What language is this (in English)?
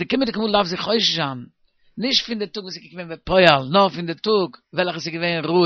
Yiddish